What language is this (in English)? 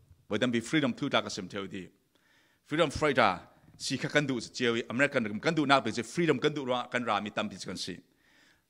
Falam Chin